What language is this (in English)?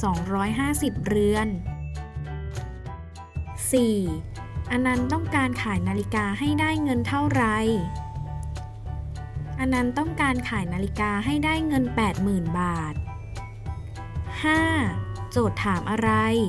Thai